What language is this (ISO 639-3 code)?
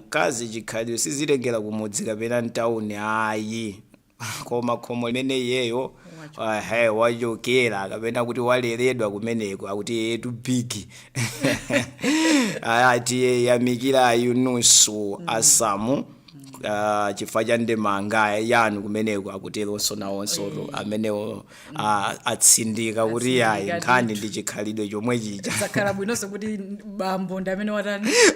nya